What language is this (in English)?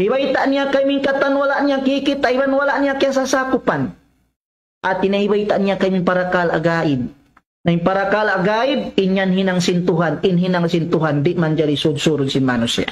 Tausug